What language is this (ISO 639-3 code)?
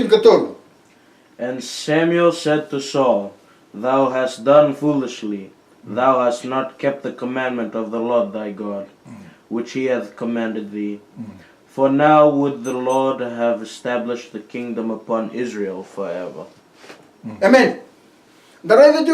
fij